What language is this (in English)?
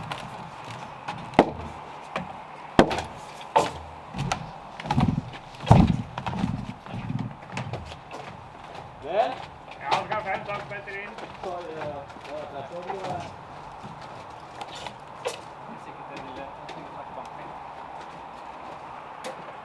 Norwegian